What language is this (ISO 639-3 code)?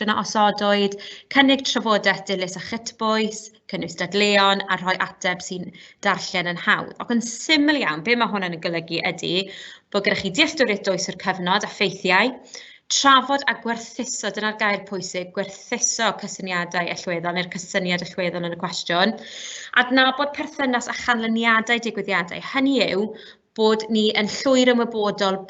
cym